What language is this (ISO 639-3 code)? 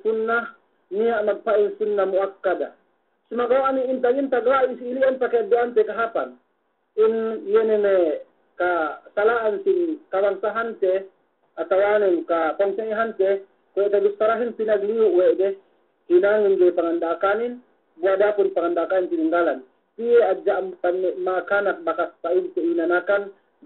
yka